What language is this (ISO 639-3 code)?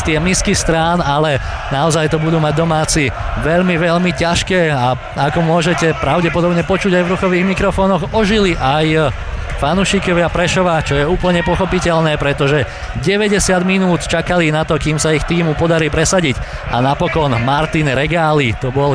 slk